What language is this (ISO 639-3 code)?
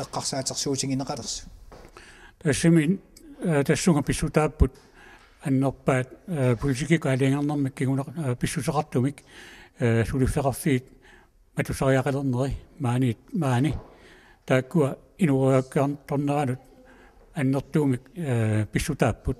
kal